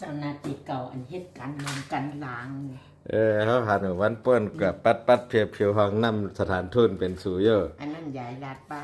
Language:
Shan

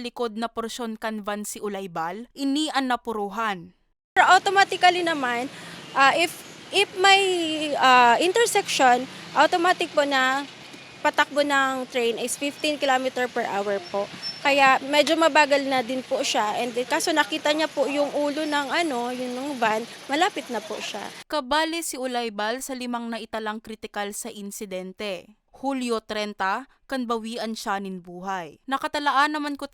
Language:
Bikol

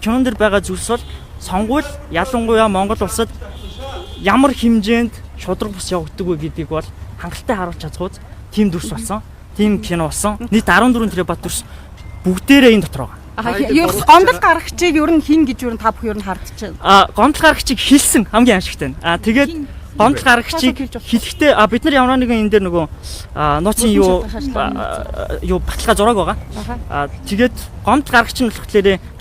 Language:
Mongolian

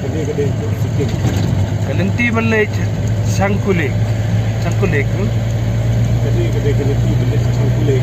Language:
Khasi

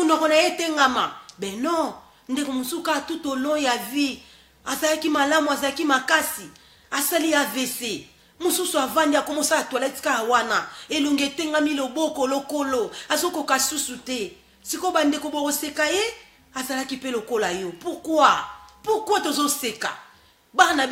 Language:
Lingala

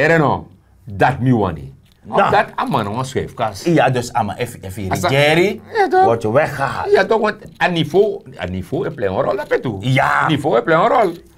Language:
Sranan Tongo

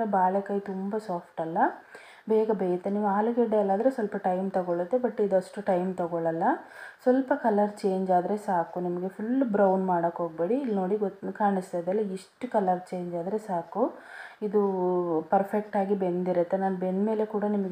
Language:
Kannada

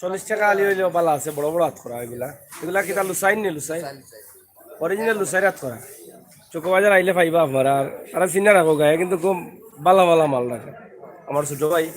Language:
Sylheti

